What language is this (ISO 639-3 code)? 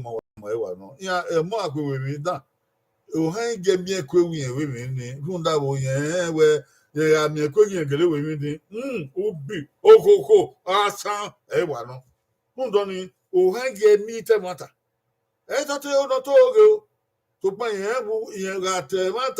bin